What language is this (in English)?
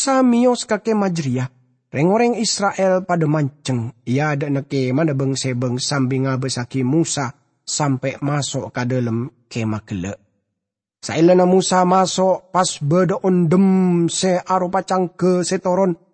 Madurese